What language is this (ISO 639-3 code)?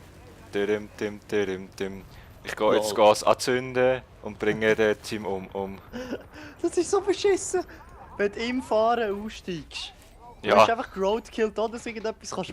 gsw